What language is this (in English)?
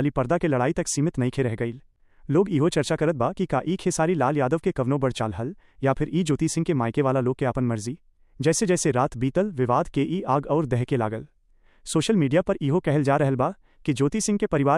Bhojpuri